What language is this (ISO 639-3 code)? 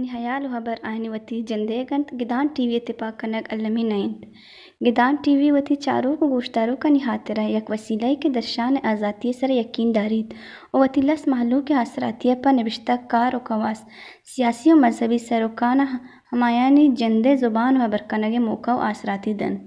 bal